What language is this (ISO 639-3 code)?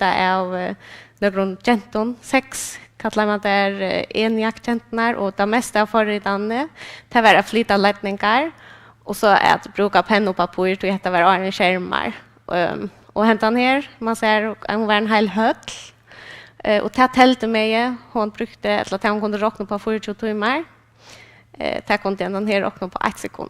fao